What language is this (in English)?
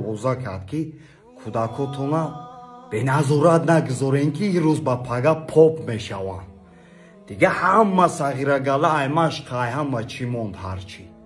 Tajik